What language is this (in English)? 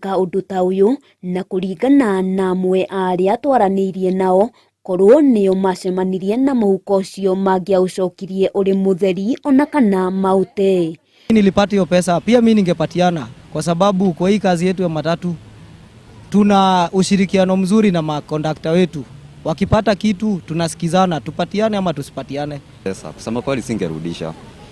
Kikuyu